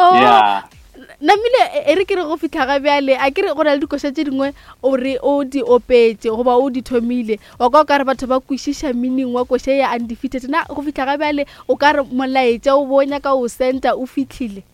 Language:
Northern Sotho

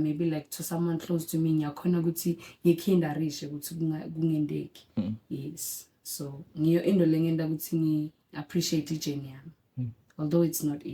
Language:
Zulu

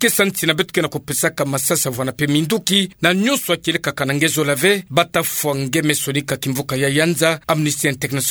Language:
Kituba (Democratic Republic of Congo)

